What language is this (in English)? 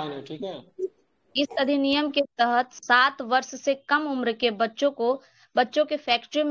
Hindi